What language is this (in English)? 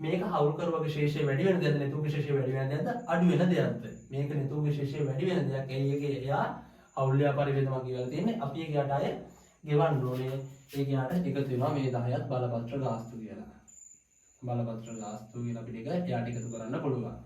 Sinhala